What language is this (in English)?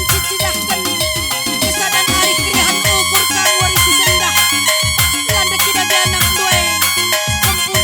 Batak Karo